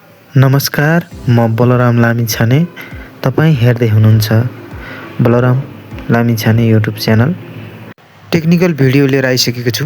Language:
Nepali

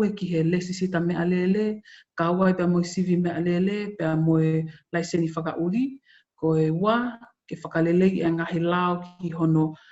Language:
Tongan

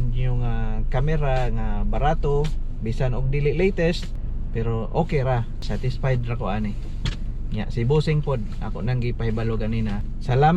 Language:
Cebuano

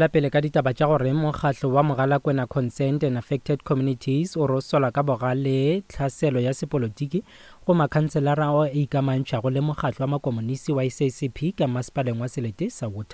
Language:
Northern Sotho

